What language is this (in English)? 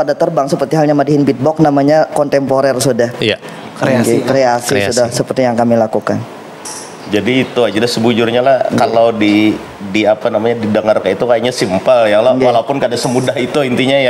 Banjar